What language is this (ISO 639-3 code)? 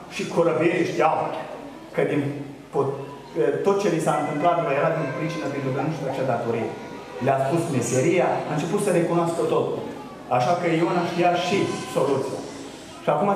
ron